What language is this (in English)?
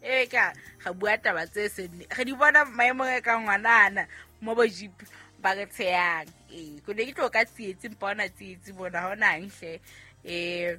Southern Sotho